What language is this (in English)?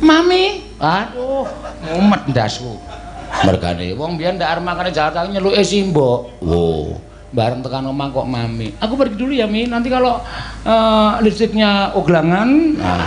Javanese